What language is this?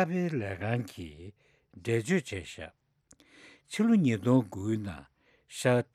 Tibetan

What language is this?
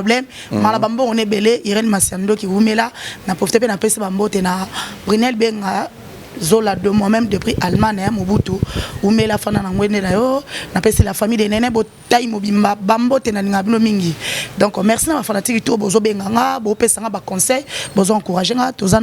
Lingala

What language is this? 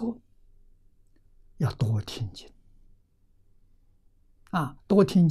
Chinese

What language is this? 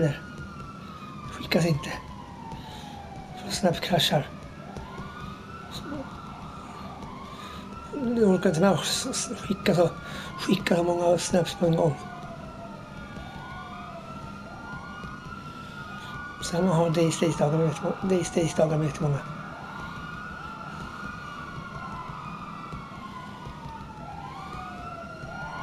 Swedish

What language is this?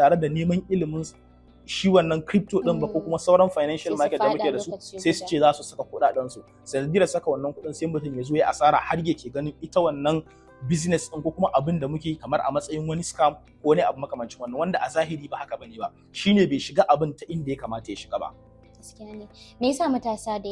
Hausa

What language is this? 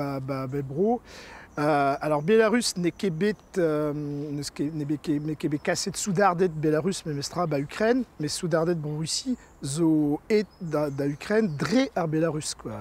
Breton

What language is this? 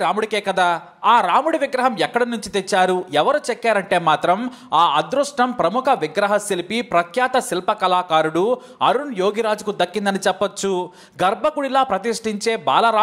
Telugu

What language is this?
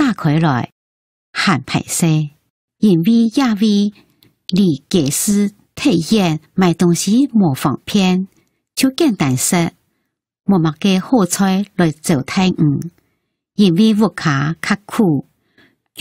Hakka Chinese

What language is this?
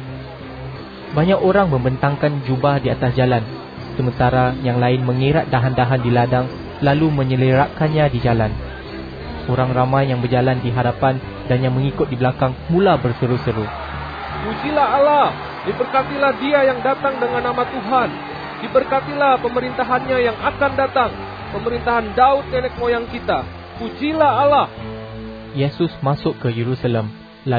Malay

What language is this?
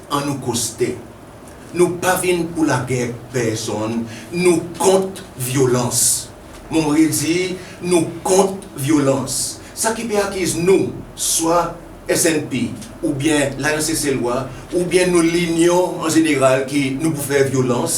Seselwa Creole French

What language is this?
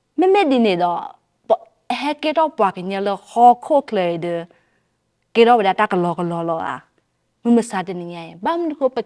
S'gaw Karen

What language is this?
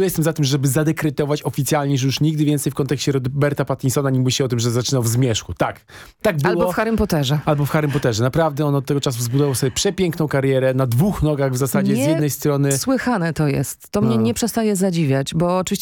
Polish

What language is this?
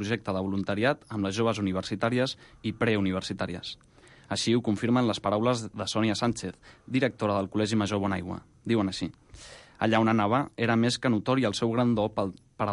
Catalan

